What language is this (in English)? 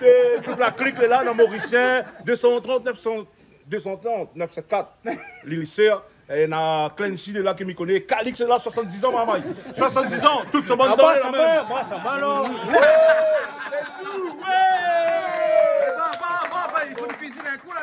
Réunion Creole French